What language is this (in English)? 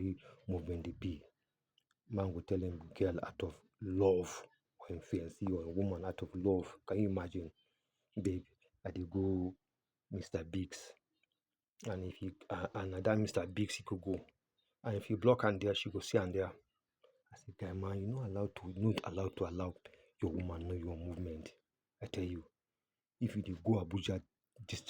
Nigerian Pidgin